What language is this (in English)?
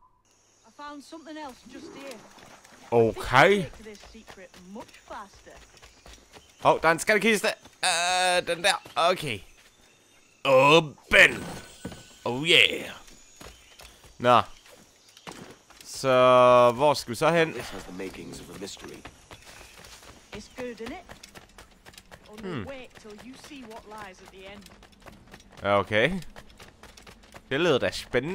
Danish